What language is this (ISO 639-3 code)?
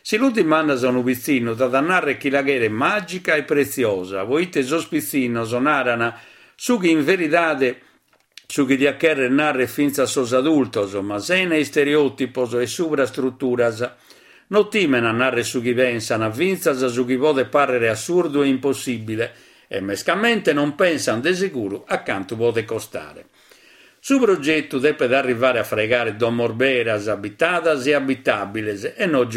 srd